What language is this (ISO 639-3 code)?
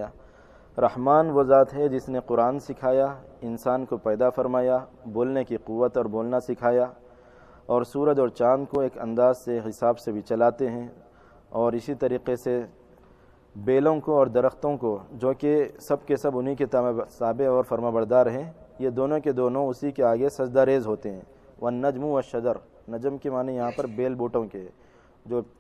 urd